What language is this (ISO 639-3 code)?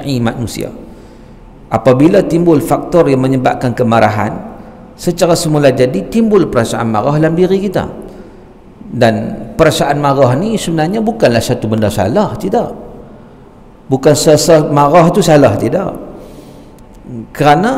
msa